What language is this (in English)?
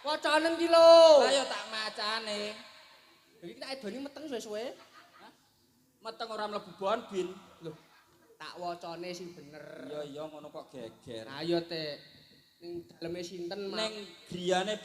Javanese